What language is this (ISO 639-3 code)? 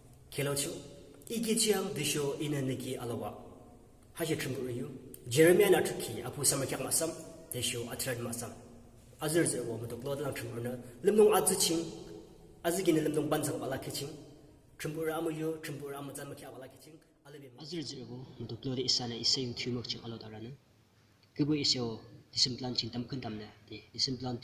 yim